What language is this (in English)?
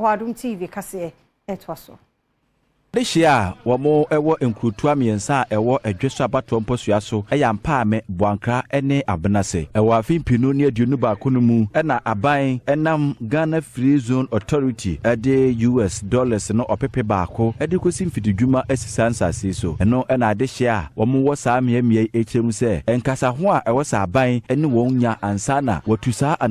Akan